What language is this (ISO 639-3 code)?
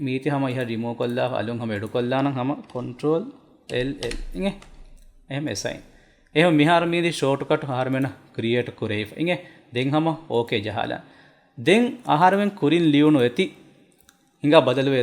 div